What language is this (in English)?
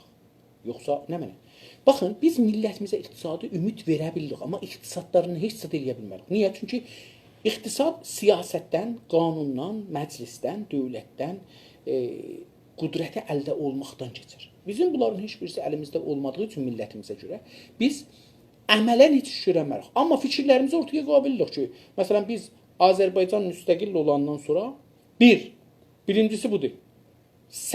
South Azerbaijani